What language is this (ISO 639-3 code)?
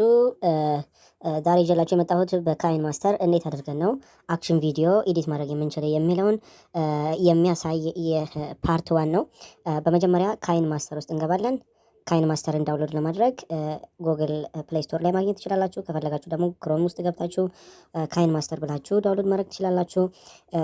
amh